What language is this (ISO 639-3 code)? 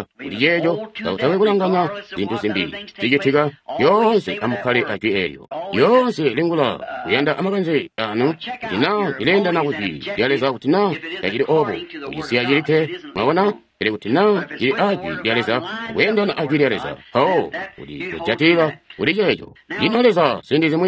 toi